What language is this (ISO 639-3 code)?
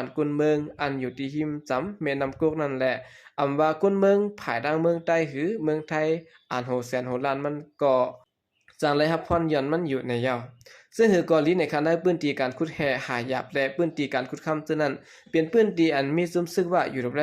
shn